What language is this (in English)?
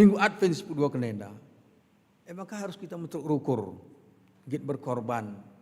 Batak Karo